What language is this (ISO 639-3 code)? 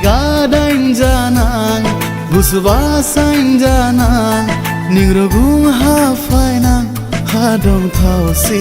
dis